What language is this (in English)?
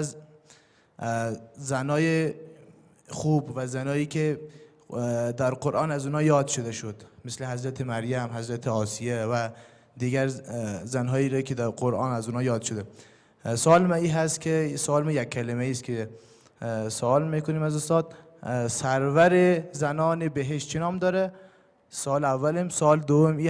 Persian